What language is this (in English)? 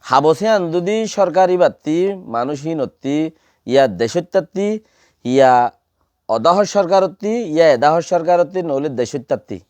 Rohingya